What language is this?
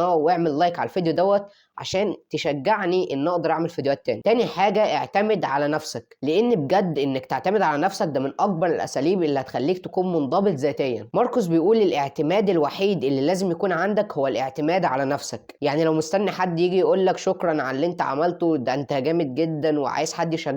Egyptian Arabic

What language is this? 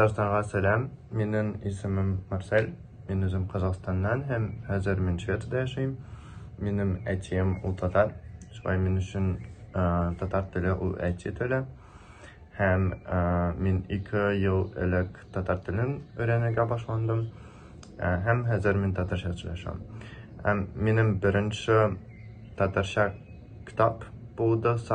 Tatar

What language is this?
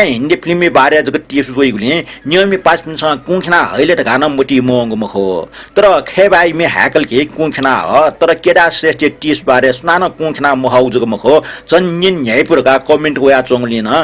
Newari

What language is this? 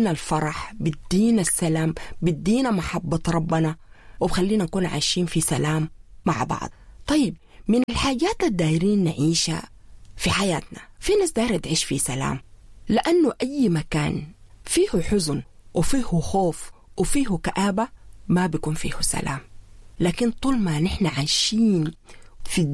Sudanese Arabic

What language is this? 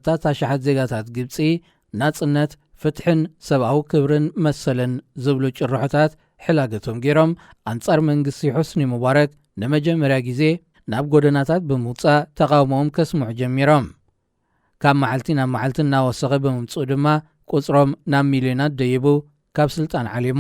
Tigrinya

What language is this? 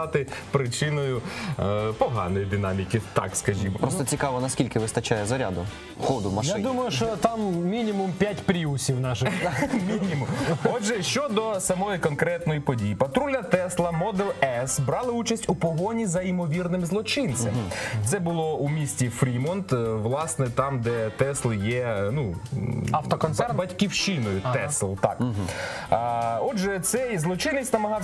Ukrainian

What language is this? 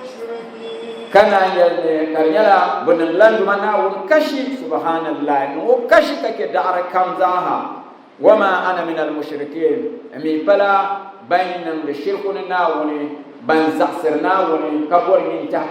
Dagbani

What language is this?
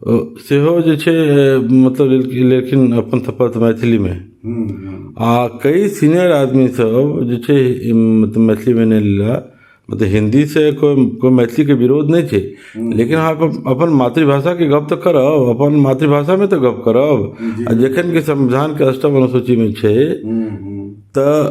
Maithili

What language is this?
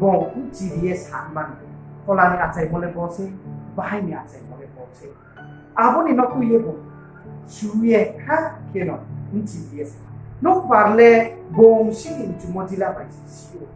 Riang (India)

